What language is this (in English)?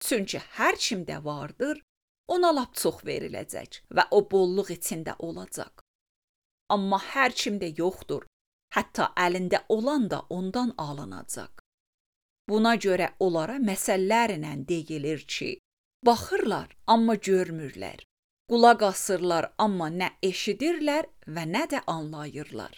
Azerbaijani